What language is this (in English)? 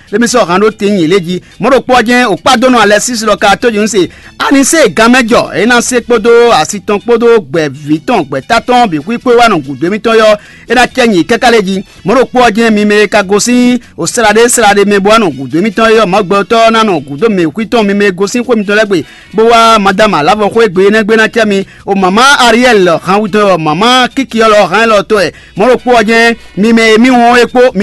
Fon